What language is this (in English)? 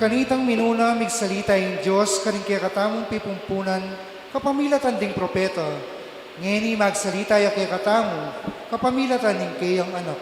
Pampanga